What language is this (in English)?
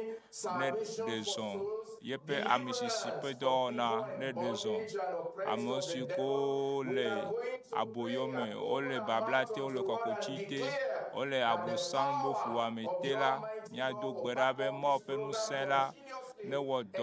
Ewe